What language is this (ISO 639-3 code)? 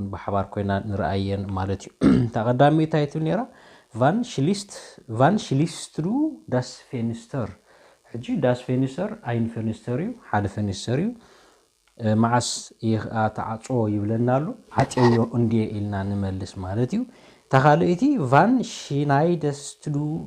tir